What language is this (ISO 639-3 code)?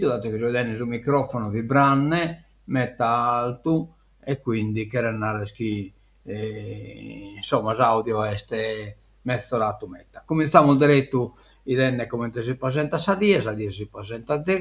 srd